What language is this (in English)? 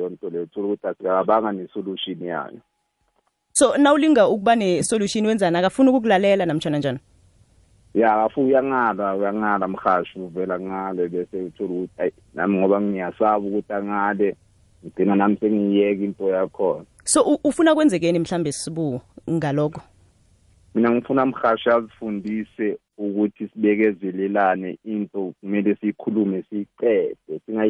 South Ndebele